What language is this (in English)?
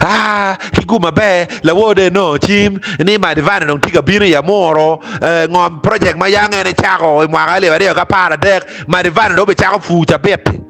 Acoli